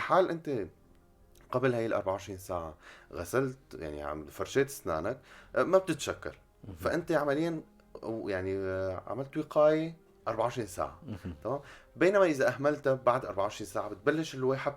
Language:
North Levantine Arabic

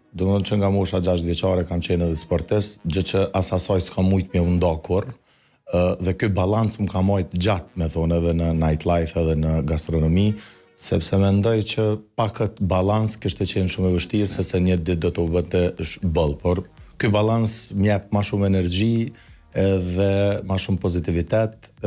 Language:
Albanian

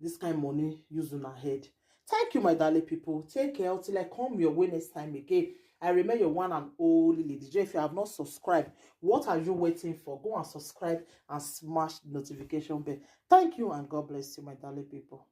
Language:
Nigerian Pidgin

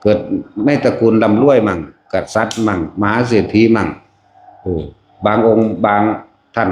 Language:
Lao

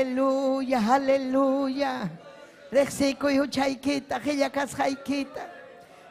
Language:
Ayacucho Quechua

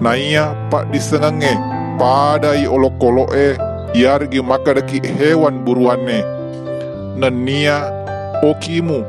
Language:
Buginese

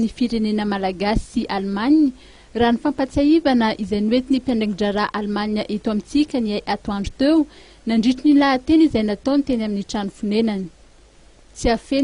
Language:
Malagasy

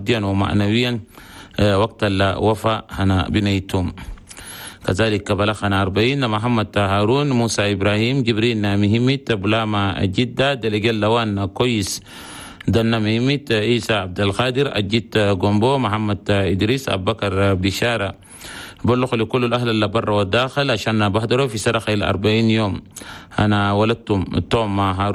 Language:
Chadian Arabic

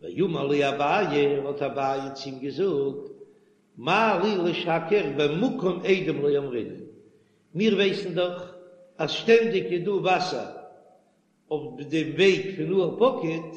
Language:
Yiddish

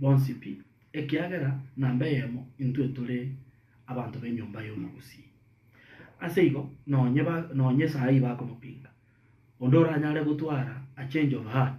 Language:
Gusii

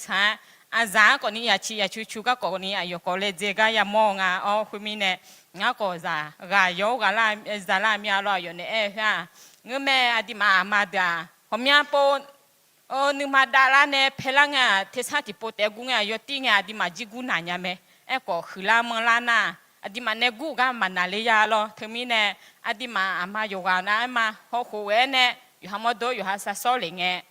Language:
Akha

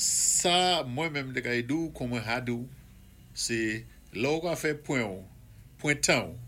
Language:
Saint Lucian Creole French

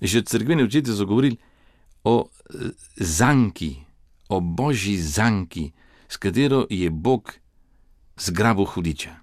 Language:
Slovenian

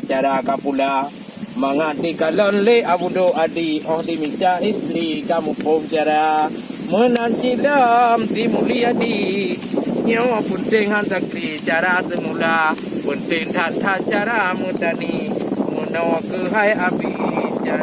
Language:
Achinese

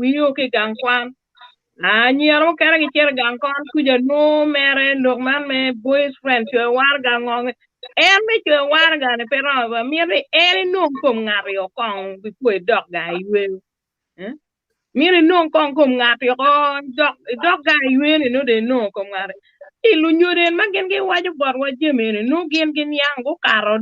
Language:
Acoli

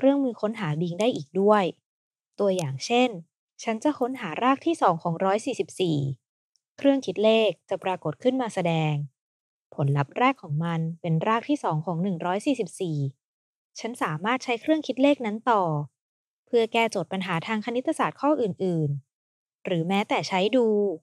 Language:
Thai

